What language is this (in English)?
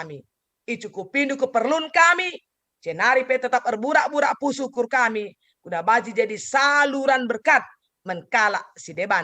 Batak Karo